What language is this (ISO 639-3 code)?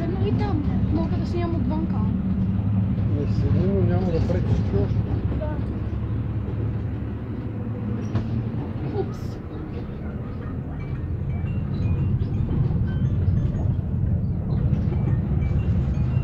bul